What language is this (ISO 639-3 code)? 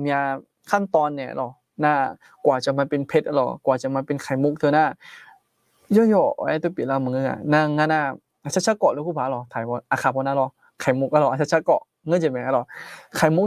ahk